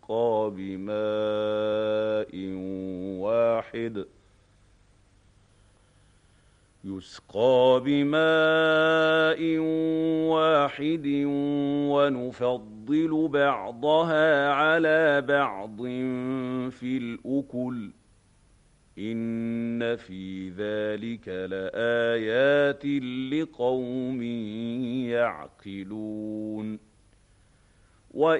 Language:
Arabic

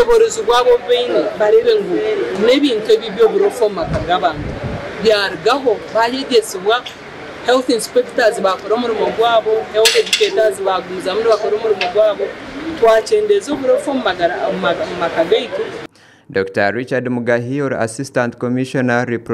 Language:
Nyankole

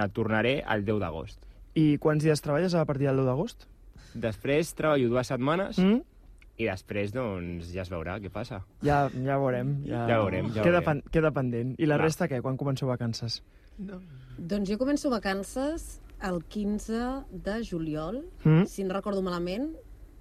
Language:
Catalan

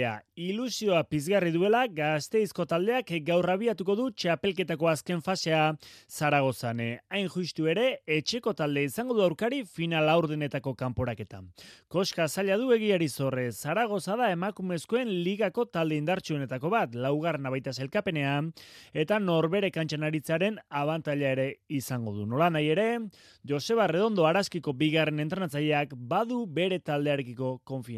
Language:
Basque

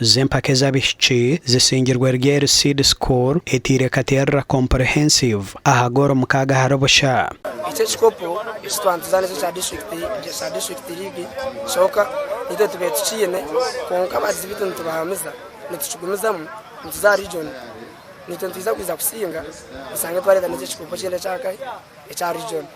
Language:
Nyankole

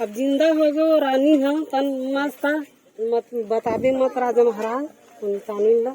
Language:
Chhattisgarhi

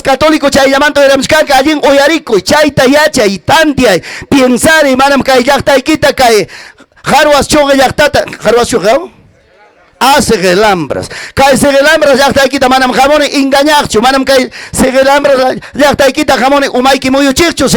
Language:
Ayacucho Quechua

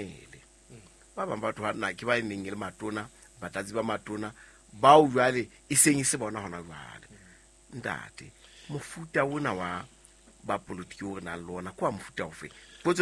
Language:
Southern Sotho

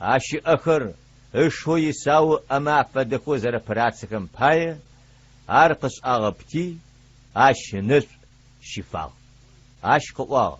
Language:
Adyghe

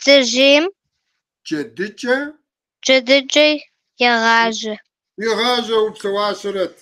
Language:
Kabardian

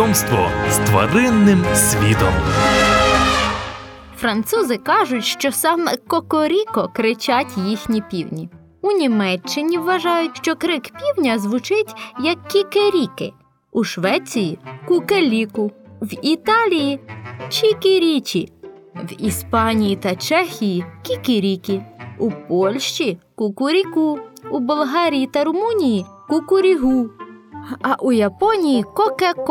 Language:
Ukrainian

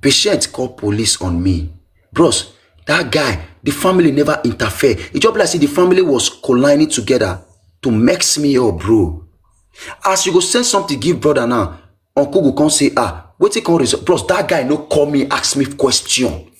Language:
Nigerian Pidgin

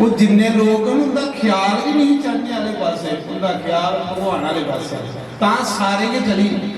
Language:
Dogri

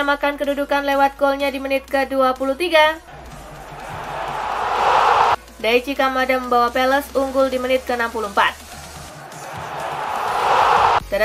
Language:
Indonesian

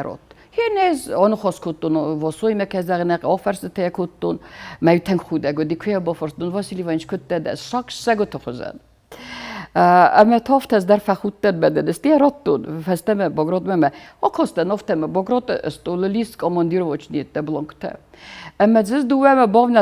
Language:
Ossetic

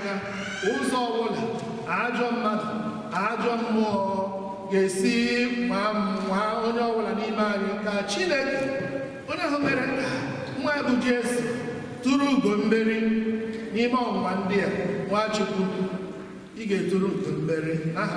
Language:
Igbo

